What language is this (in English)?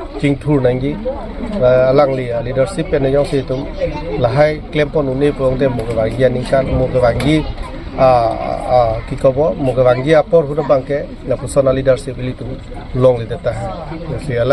Karbi